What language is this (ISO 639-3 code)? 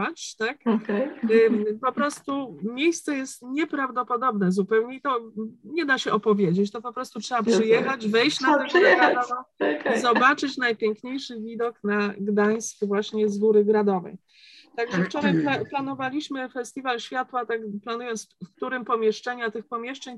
pol